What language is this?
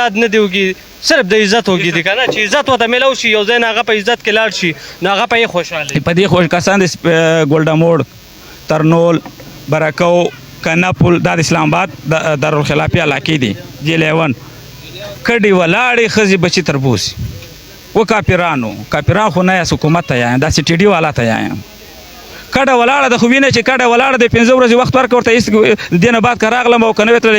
Pashto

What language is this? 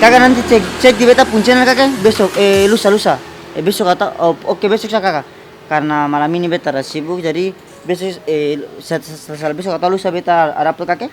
Ambonese Malay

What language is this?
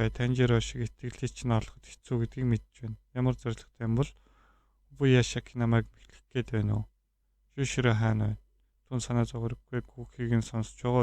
Mongolian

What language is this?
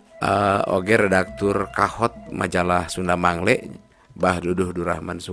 Sundanese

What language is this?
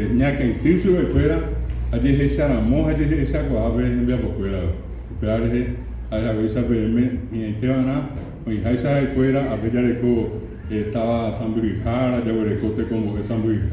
Guarani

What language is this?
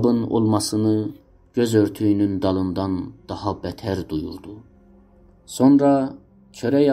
South Azerbaijani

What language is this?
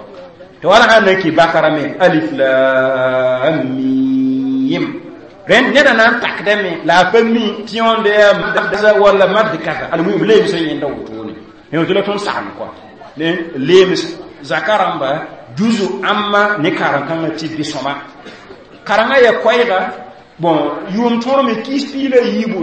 Mossi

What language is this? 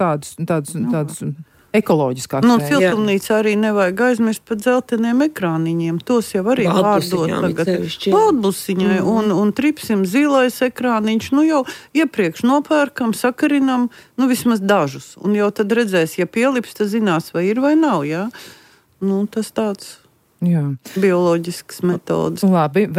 Latvian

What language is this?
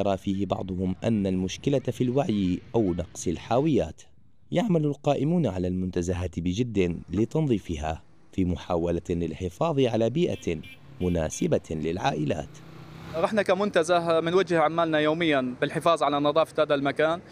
Arabic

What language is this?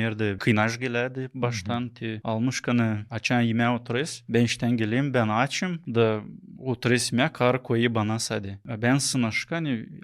Gagauz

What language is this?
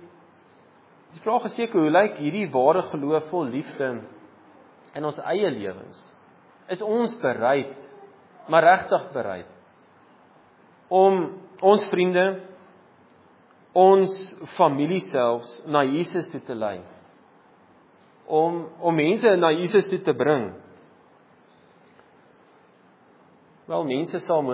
Afrikaans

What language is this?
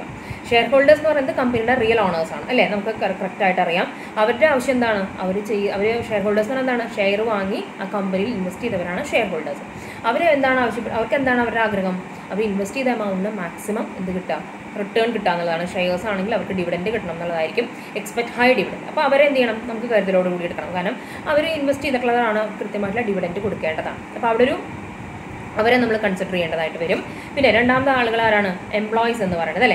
Malayalam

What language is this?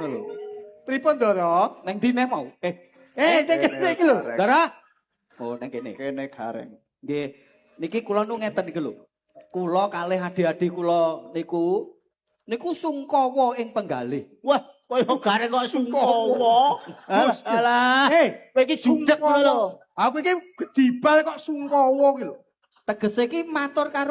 Javanese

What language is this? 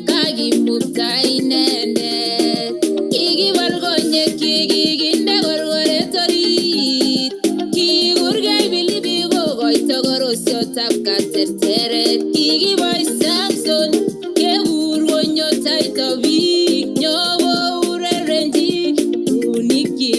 Kalenjin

